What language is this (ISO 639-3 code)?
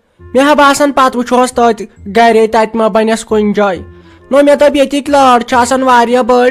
kas